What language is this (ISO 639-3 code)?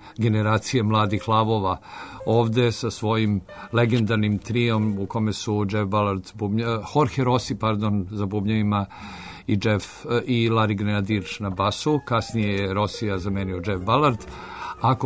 srp